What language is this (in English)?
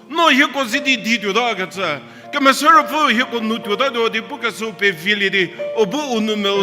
Angami Naga